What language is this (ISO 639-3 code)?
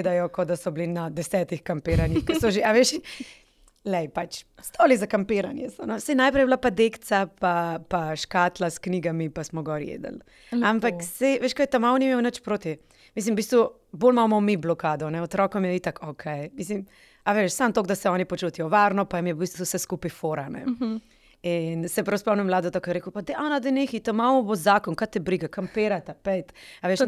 slv